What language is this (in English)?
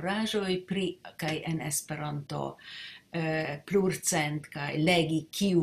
Esperanto